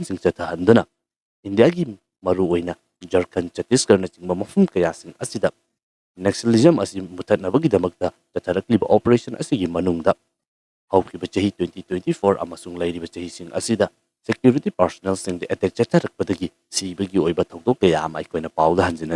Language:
Manipuri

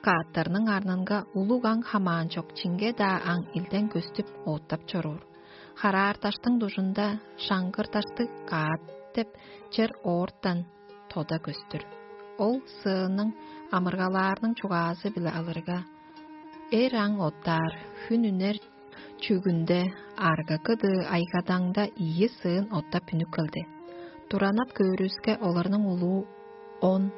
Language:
Tuvinian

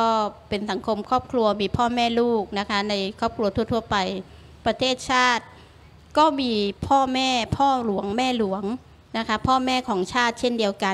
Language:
Thai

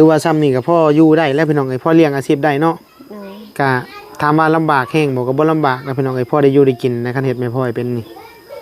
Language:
Northeastern Thai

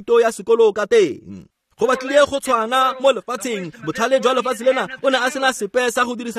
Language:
Tswana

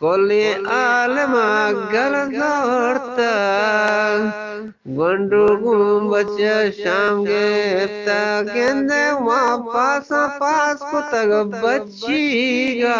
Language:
Eastern Balochi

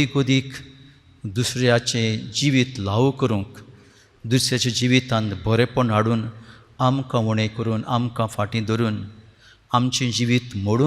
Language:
Konkani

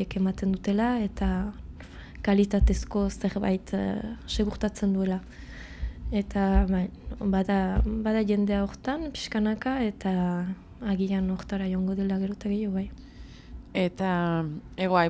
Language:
Basque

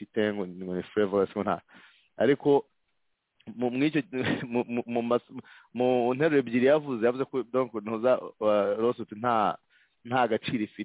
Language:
Kinyarwanda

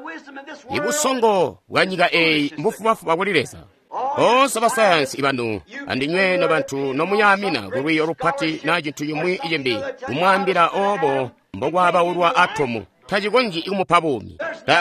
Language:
Tonga (Zambia)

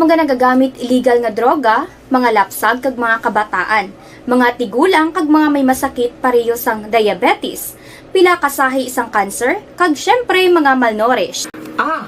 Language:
Hiligaynon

